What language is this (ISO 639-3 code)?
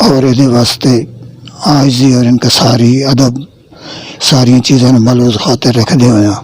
lah